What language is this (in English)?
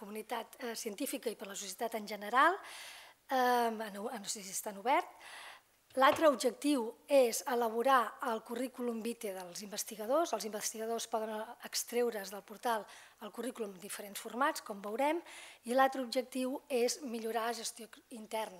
Catalan